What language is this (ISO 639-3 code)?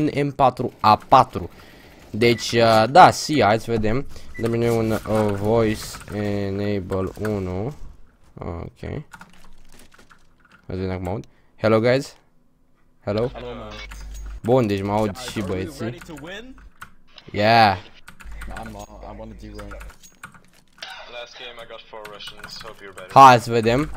ron